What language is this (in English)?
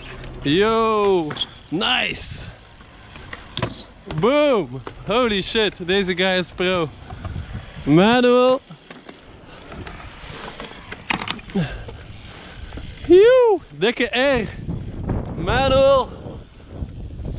Dutch